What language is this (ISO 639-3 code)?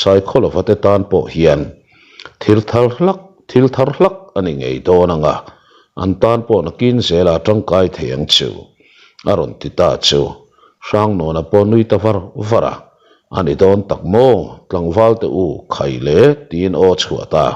lus